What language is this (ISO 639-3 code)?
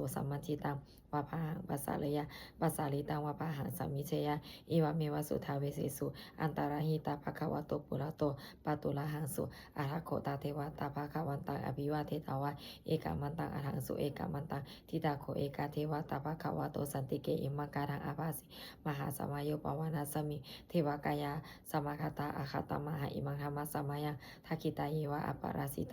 pli